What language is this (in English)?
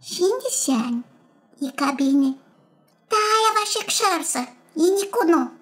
Gagauz